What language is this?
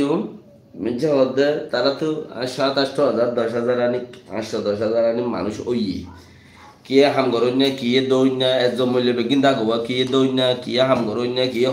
Rohingya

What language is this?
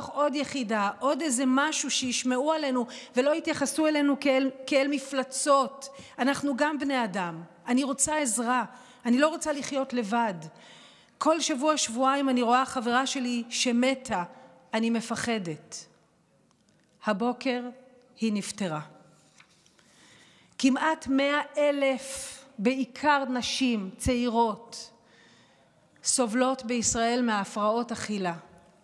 Hebrew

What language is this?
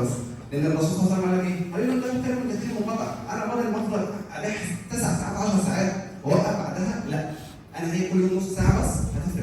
Egyptian Arabic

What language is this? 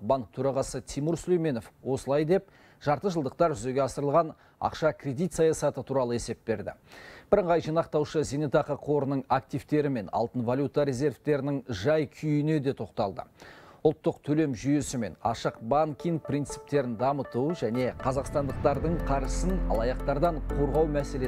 Kazakh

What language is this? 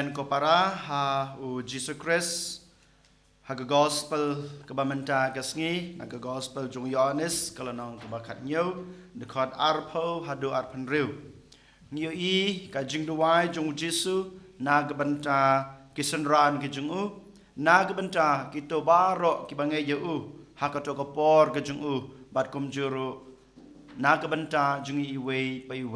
Khasi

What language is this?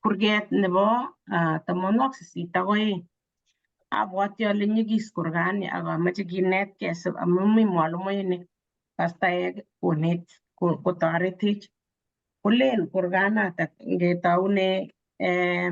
Kalenjin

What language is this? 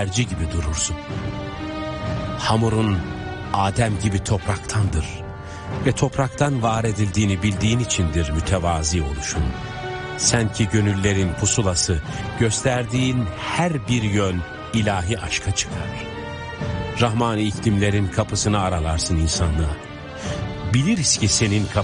Turkish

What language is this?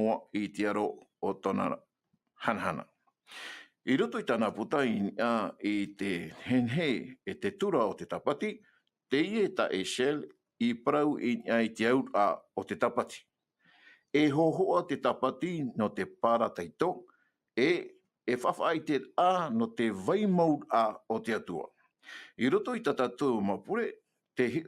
Tahitian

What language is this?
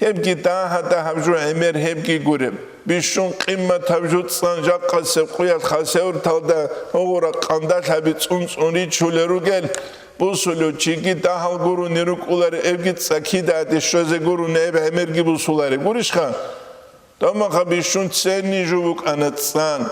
Avaric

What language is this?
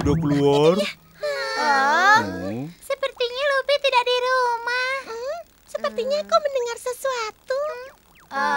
Indonesian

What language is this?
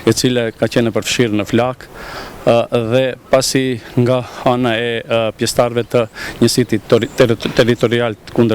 Albanian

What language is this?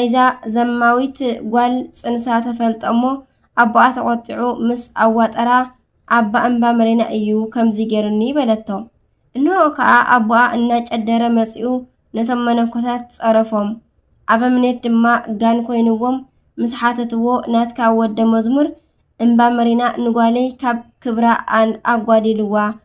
Tigrinya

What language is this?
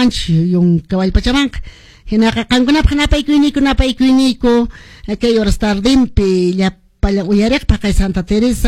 Quechua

